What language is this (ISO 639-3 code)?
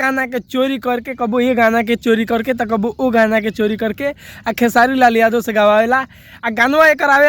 bho